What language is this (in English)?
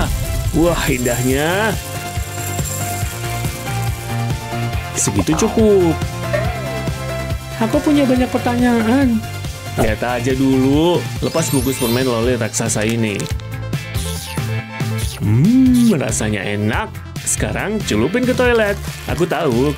Indonesian